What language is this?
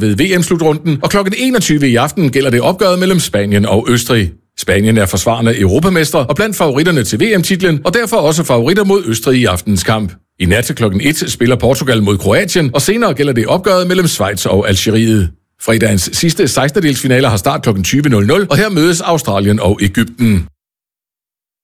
Danish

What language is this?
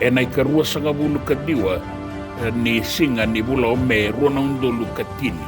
Fijian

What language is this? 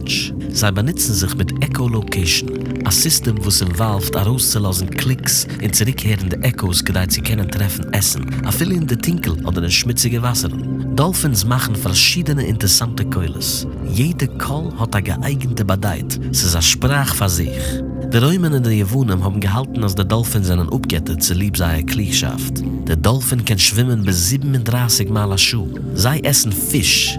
Yiddish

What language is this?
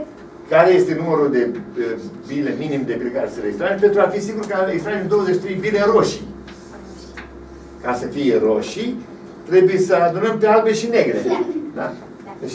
Romanian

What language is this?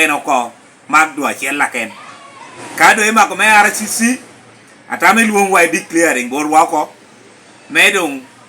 Lango (Uganda)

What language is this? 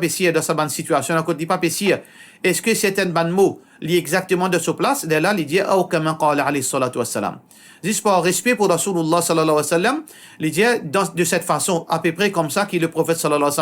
Morisyen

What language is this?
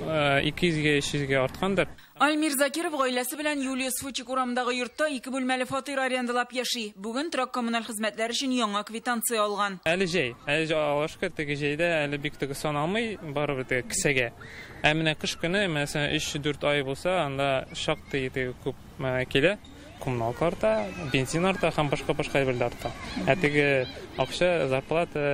Tatar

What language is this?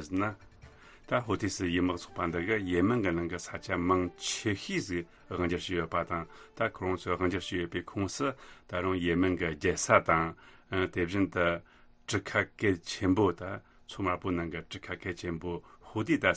Tibetan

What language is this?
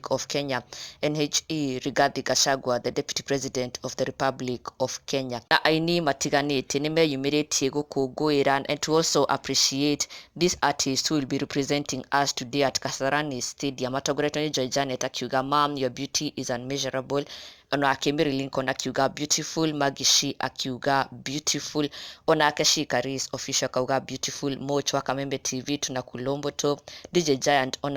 Kikuyu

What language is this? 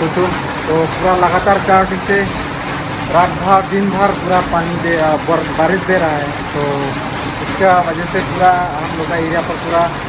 Karbi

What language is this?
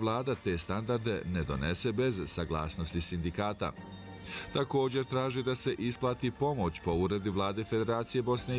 Bosnian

